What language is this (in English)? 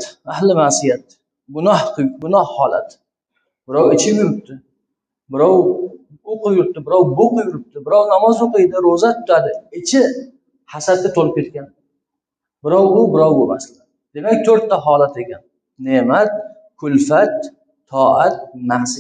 Uzbek